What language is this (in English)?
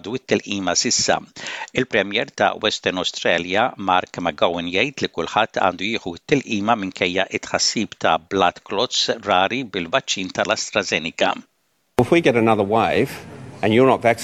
Maltese